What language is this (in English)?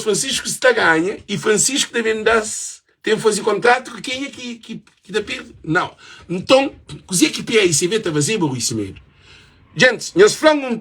Kabuverdianu